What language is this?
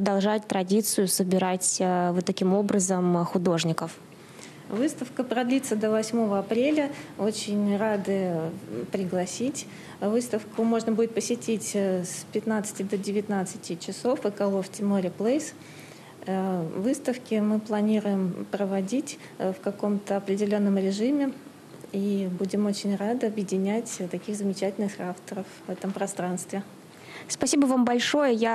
Russian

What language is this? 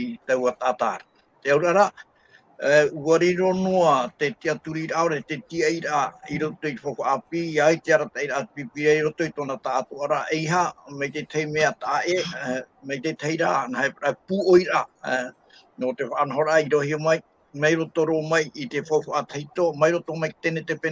Tahitian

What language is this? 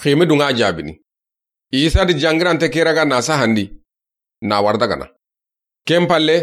Soninke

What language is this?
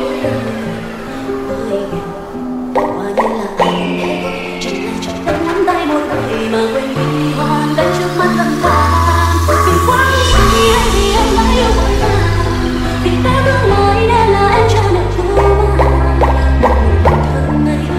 Vietnamese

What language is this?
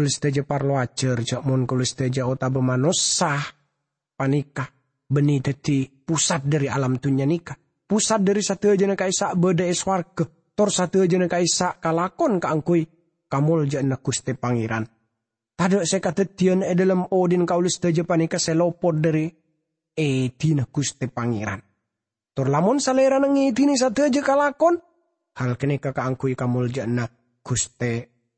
Madurese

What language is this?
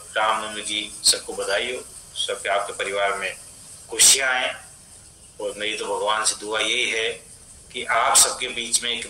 Hindi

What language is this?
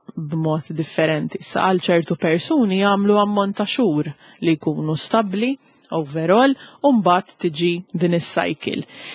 Maltese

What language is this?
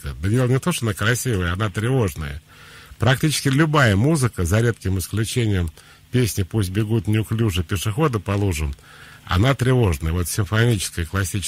Russian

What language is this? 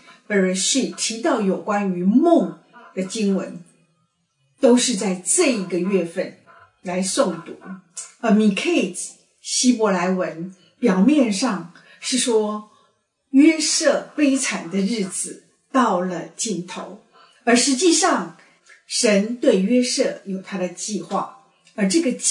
Chinese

